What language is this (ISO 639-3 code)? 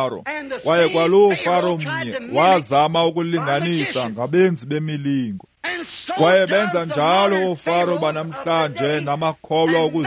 xho